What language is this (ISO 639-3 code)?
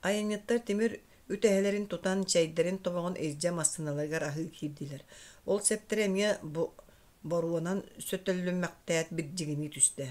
sah